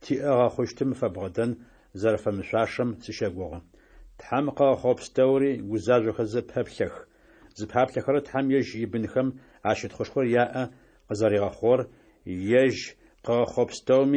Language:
Adyghe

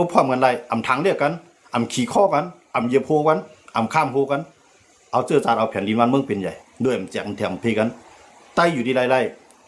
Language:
Shan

